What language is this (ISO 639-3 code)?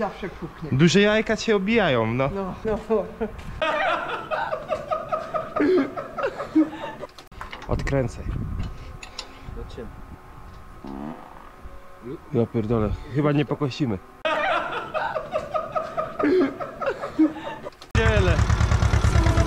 pol